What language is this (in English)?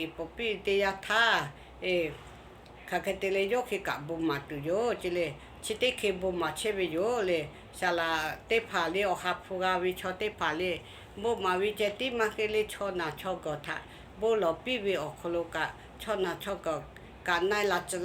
Lahu